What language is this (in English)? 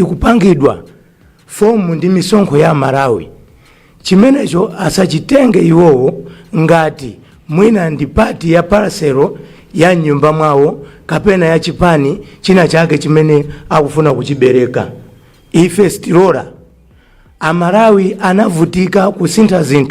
Nyanja